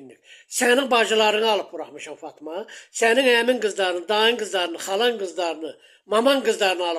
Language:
Azerbaijani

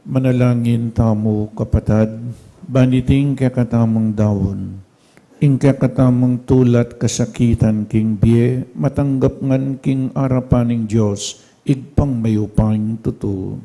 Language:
Pampanga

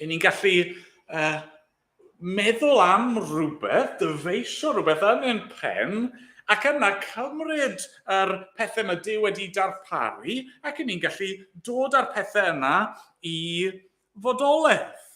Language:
Welsh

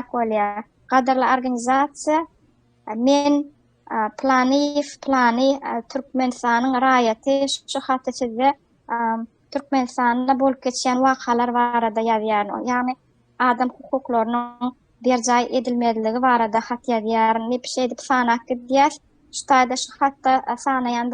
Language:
Turkmen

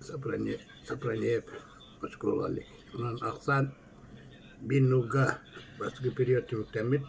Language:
Yakut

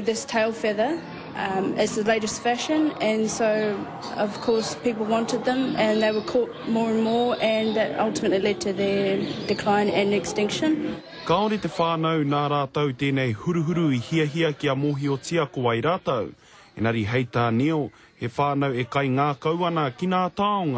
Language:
Māori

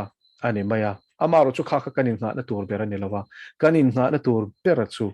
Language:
Mizo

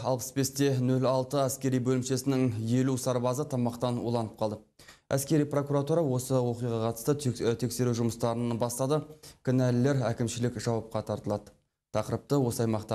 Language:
Kazakh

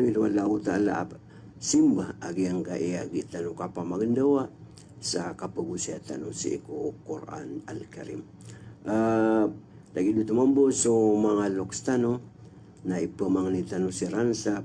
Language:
Maranao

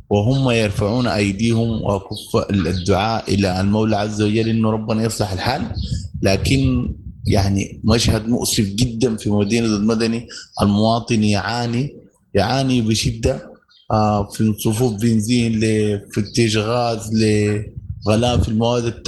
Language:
Sudanese Arabic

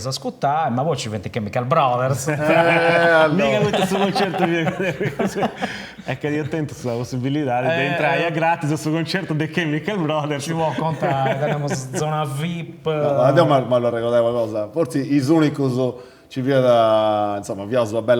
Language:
Sardinian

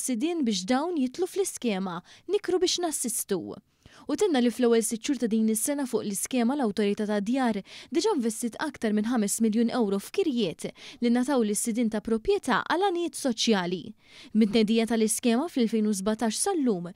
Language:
Maltese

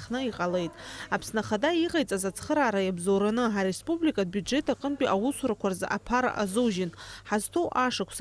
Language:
Abkhazian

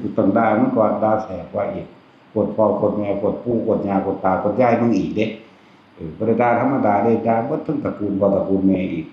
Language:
Northeastern Thai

